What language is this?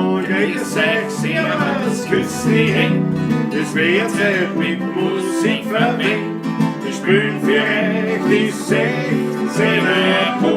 Bavarian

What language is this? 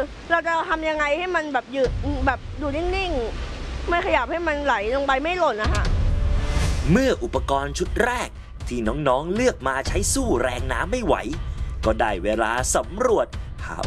Thai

